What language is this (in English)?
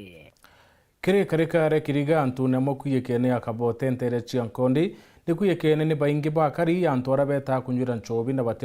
Meru